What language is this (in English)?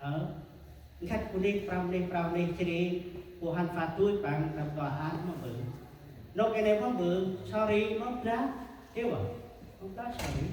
Central Mnong